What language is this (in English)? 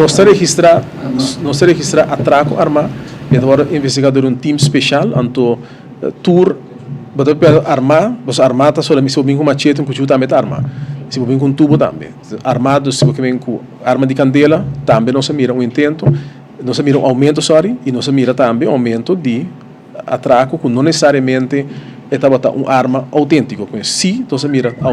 Papiamento